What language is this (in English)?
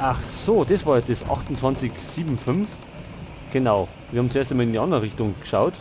Bavarian